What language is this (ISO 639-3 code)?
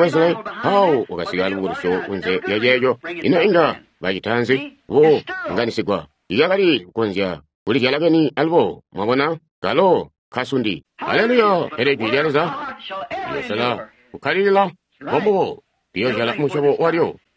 toi